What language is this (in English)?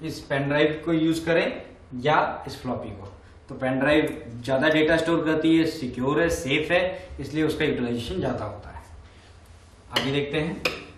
Hindi